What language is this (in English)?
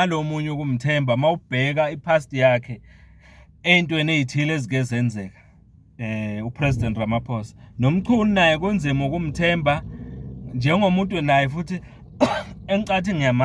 Zulu